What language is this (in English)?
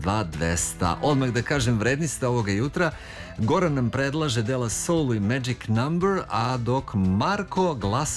Serbian